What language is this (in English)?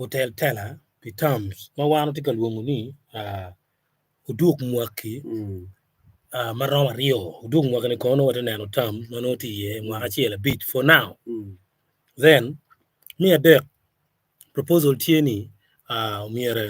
Acoli